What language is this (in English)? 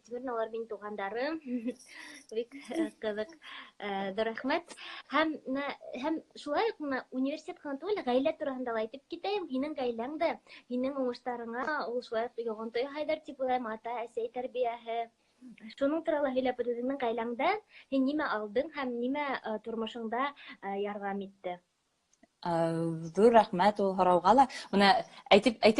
Bashkir